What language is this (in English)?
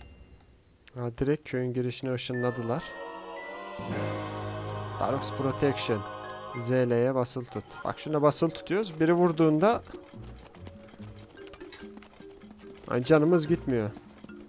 Turkish